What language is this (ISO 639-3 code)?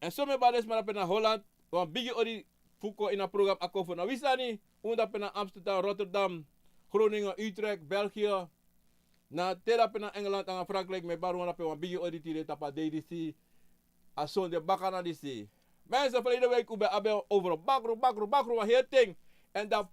srn